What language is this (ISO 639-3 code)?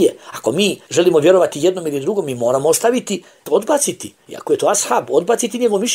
bos